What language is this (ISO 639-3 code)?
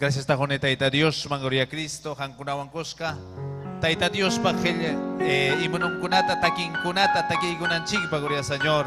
quy